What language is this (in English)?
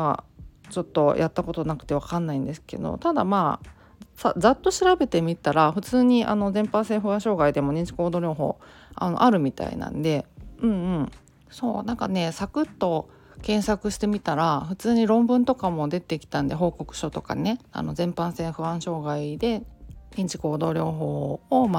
Japanese